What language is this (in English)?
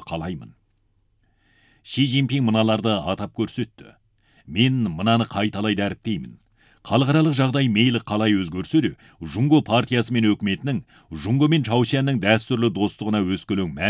Kazakh